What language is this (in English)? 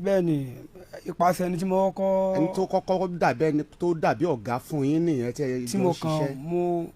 Yoruba